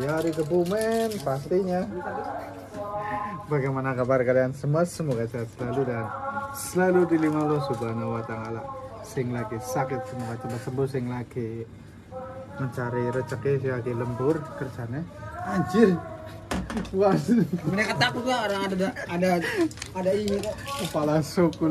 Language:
Indonesian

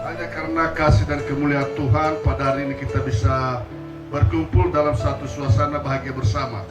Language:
Nias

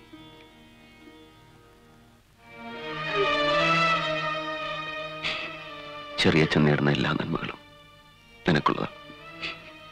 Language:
Malayalam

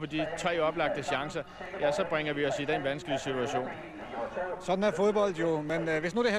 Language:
Danish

